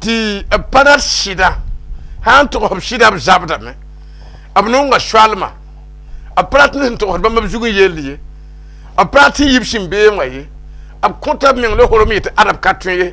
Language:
Mossi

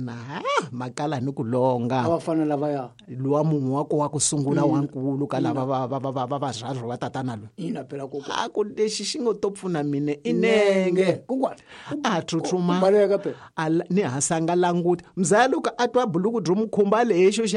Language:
Tsonga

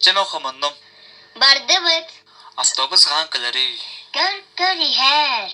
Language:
Yakut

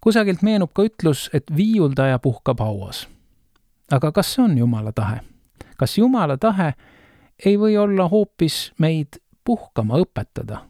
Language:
Estonian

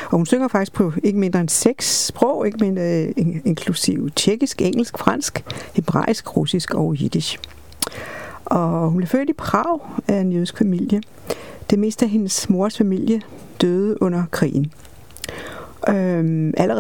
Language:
Danish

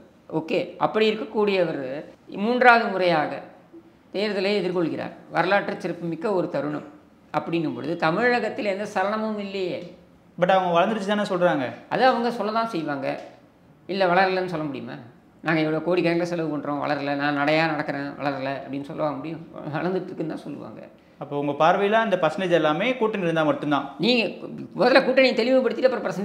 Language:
Tamil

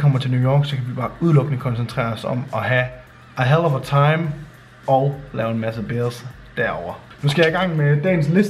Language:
Danish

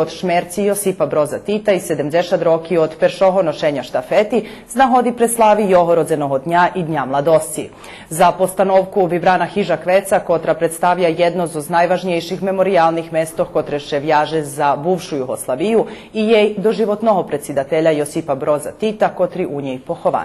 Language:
Rusyn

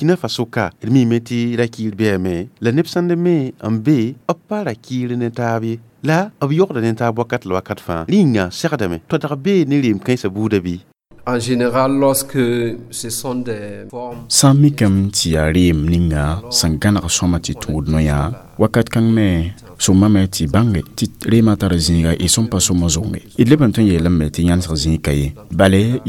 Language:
Mossi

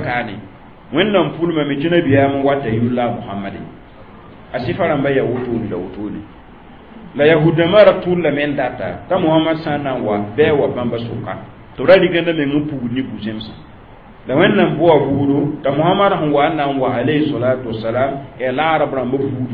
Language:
Mossi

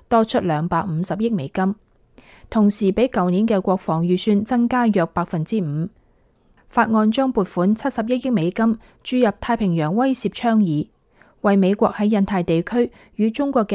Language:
Cantonese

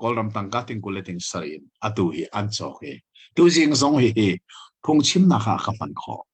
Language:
Hakha Chin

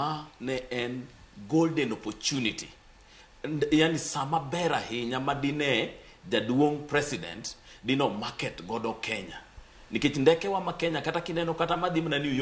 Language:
Luo (Kenya and Tanzania)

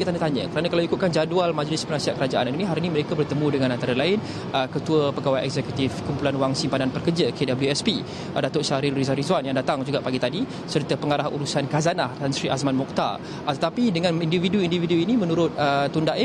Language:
Malay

